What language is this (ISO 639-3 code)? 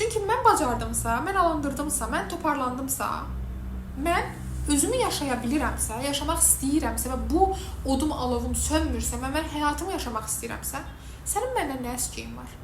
aze